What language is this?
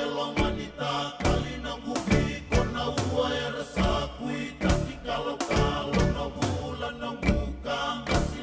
Fijian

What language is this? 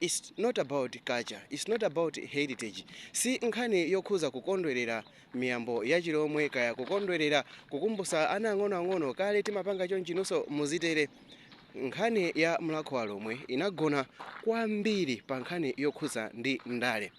Nyanja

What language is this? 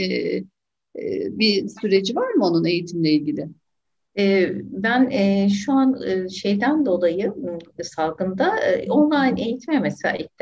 Turkish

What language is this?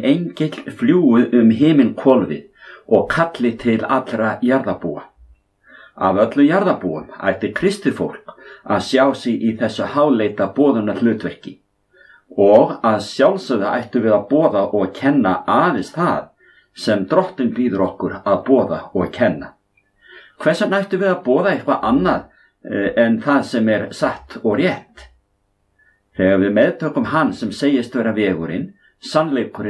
Icelandic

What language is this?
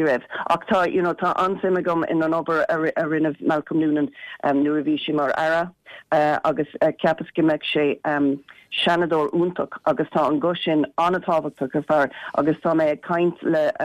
Irish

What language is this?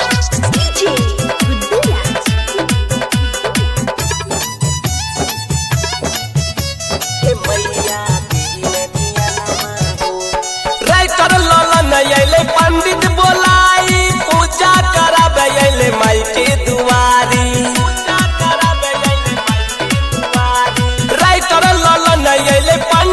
Bhojpuri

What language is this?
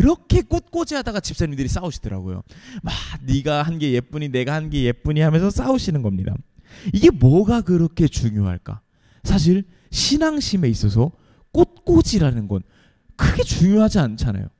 Korean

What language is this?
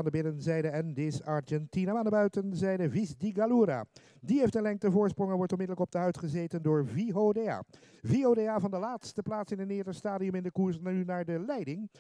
Dutch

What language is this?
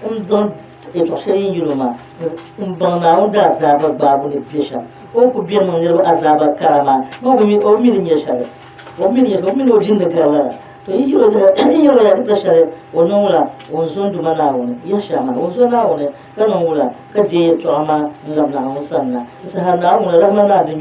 Dagbani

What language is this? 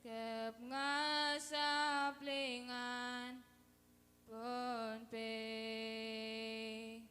Pohnpeian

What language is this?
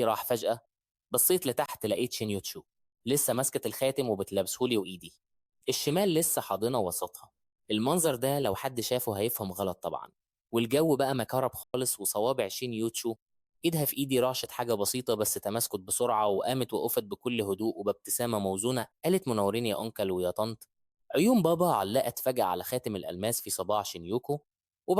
Egyptian Arabic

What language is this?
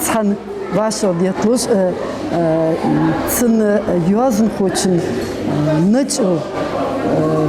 Ingush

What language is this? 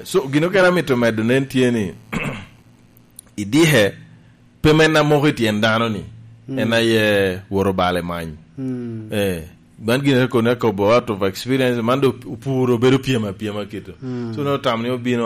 Lango (Uganda)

